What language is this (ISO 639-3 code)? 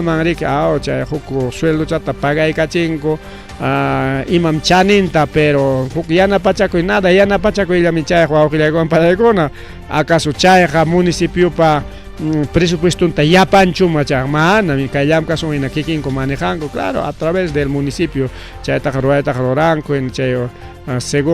quy